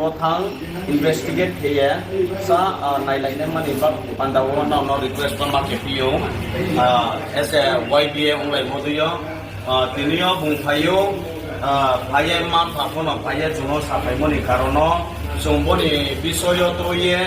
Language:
Riang (India)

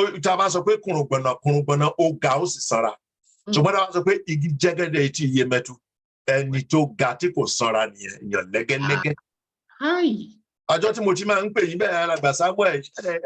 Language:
Yoruba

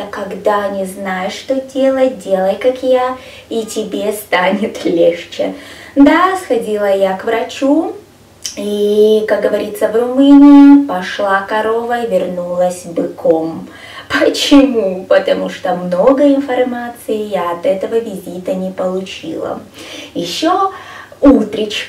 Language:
Russian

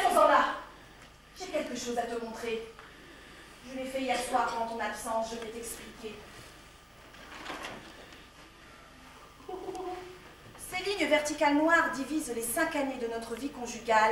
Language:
French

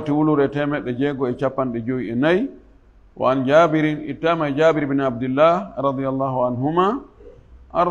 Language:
Fula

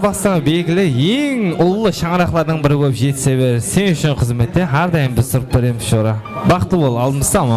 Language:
Kara-Kalpak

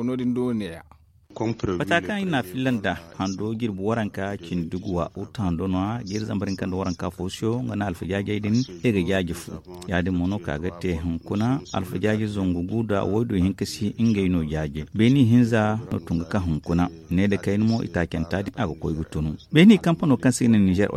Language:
Zarma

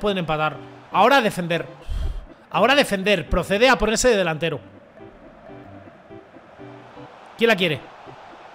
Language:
Spanish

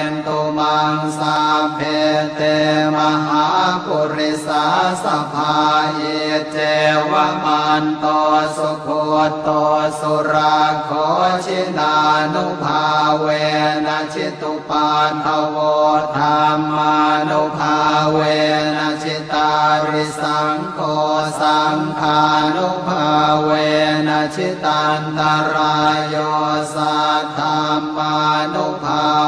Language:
Pali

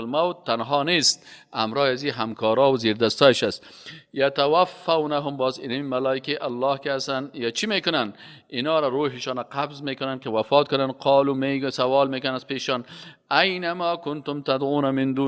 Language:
Persian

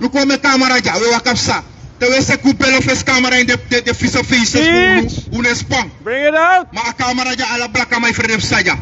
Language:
Sranan Tongo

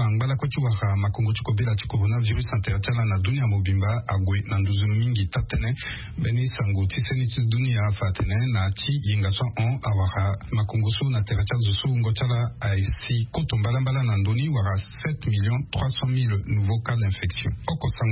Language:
Sango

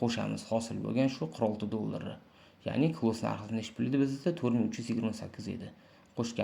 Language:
Uzbek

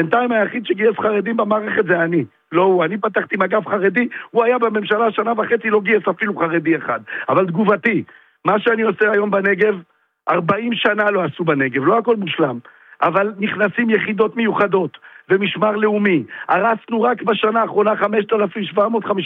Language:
Hebrew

